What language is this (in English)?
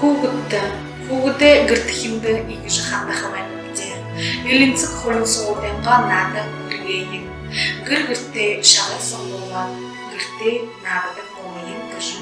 Buriat